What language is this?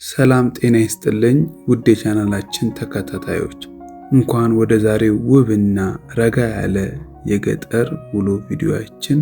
Amharic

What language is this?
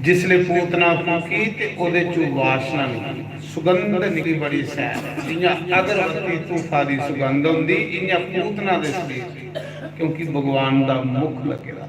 Dogri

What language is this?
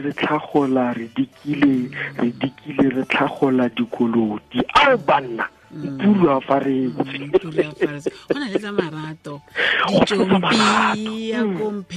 Tswana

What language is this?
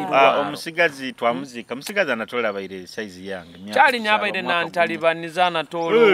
Nyoro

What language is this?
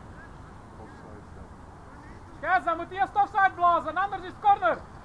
Dutch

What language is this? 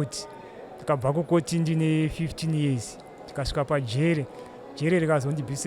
Shona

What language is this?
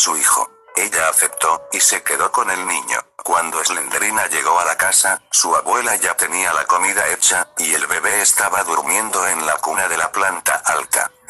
Spanish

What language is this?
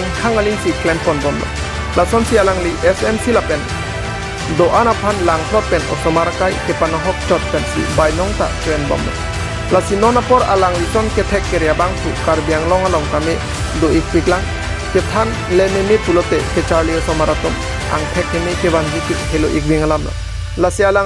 Karbi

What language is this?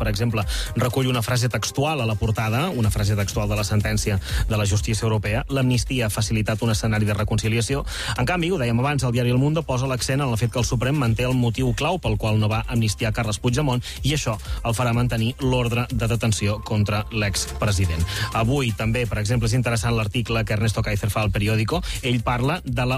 Catalan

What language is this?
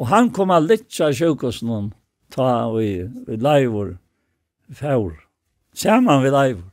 Faroese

